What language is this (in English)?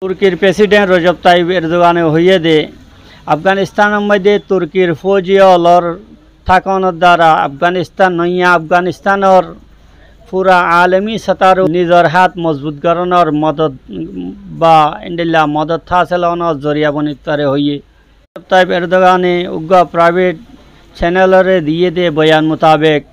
Rohingya